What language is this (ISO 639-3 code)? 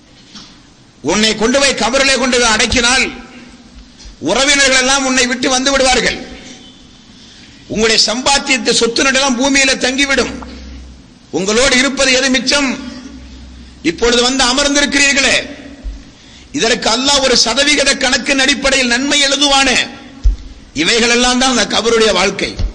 tam